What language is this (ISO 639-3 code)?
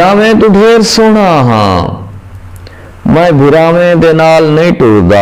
skr